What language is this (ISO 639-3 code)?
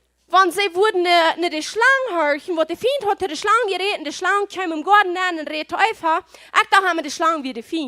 pdt